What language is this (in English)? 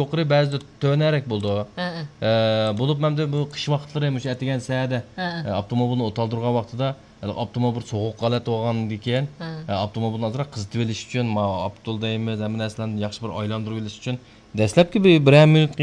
Uyghur